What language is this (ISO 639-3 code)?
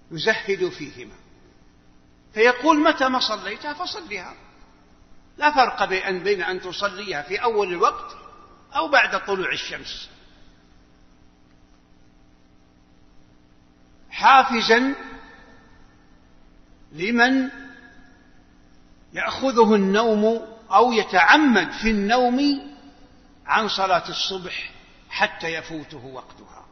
ara